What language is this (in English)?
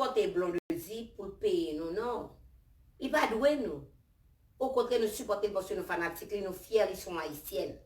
Haitian Creole